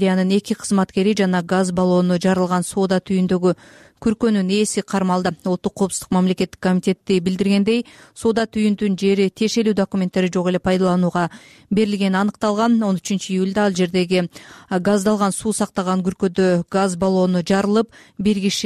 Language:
Kyrgyz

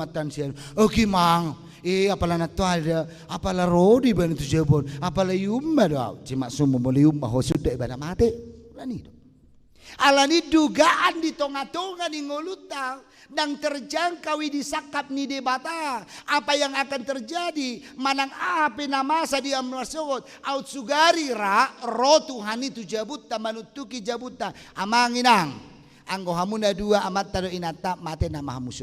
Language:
Batak Toba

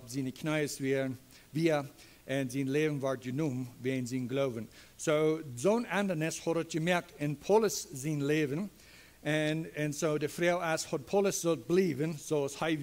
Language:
Plautdietsch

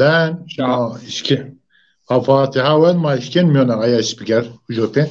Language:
Zaza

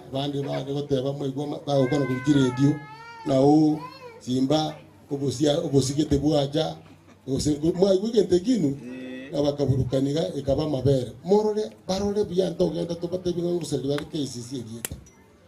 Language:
Gusii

